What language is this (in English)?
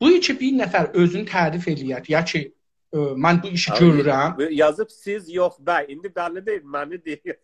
South Azerbaijani